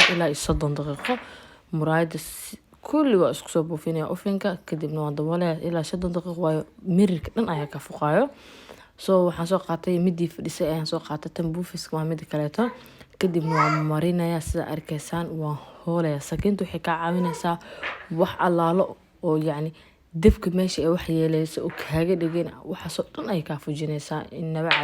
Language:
Somali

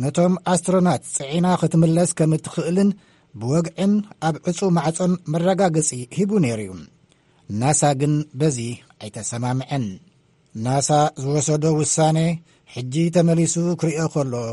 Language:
Tigrinya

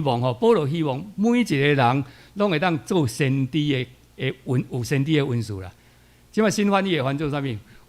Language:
Min Nan Chinese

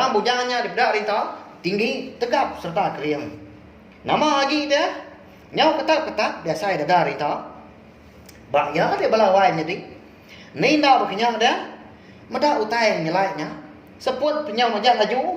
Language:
Iban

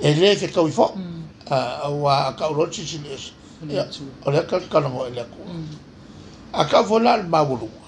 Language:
Samoan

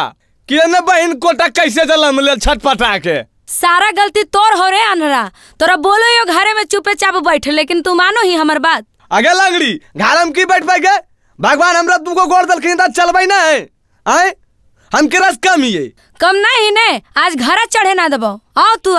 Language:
Magahi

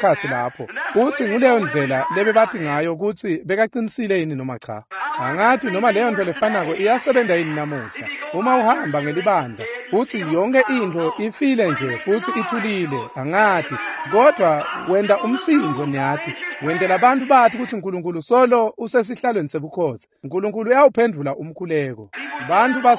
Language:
Swati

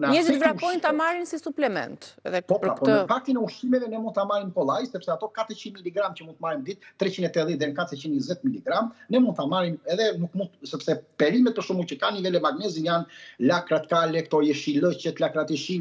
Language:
Albanian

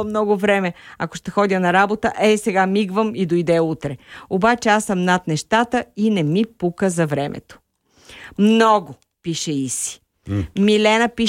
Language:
Bulgarian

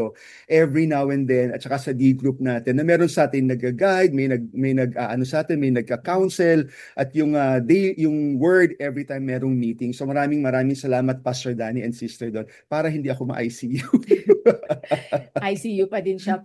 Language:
Filipino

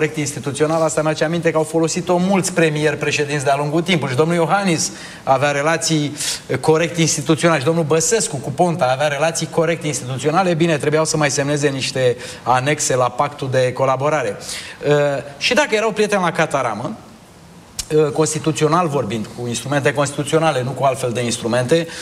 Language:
Romanian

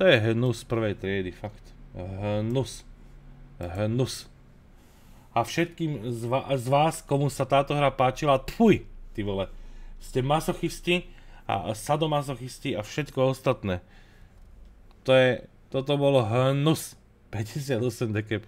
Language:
Slovak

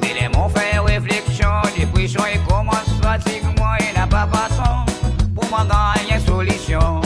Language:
Seselwa Creole French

